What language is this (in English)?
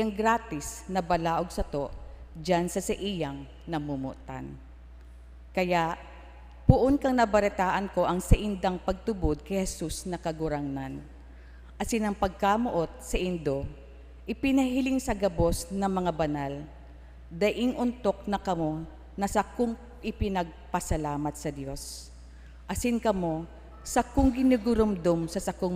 Bikol